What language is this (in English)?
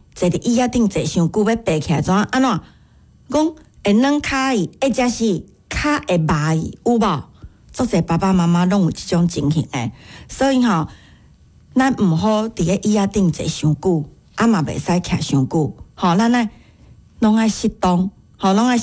Min Nan Chinese